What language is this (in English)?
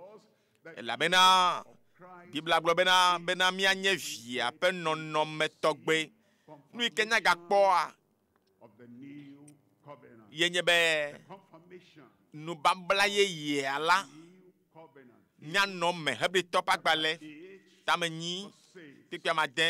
Ewe